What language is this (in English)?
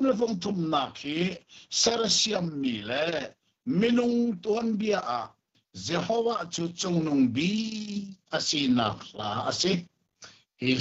Hakha Chin